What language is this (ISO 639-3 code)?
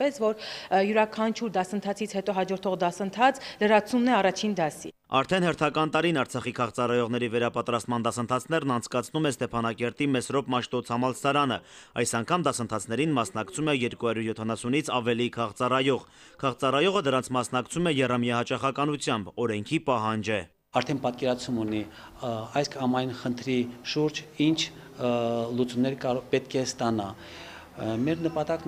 hye